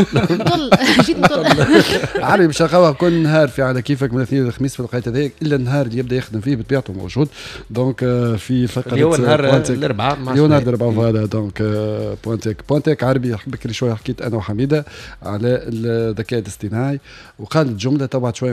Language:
Tunisian Arabic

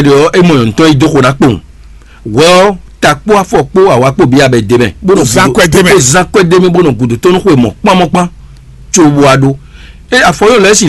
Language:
Fon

